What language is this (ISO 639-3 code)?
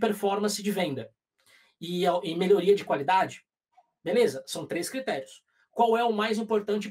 por